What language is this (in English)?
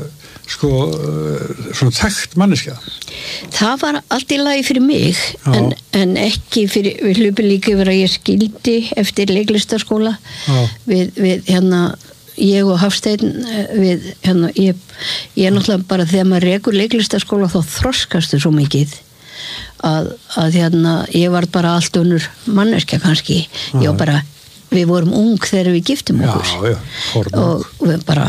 Icelandic